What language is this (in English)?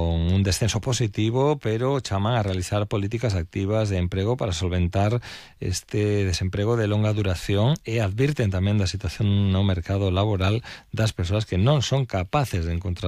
Galician